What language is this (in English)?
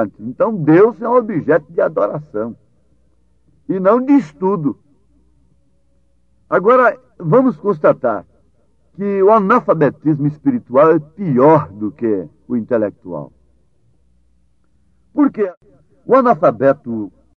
Portuguese